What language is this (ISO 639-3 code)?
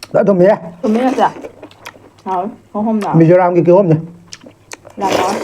mni